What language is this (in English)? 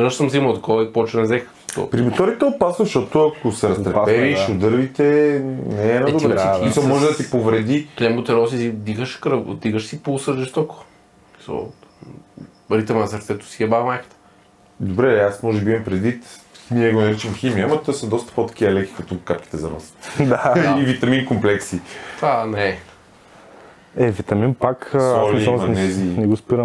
Bulgarian